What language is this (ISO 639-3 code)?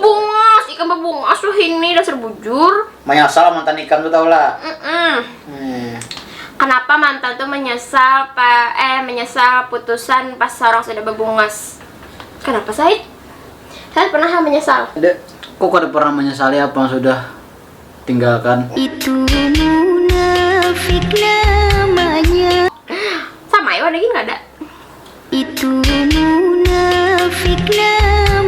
bjn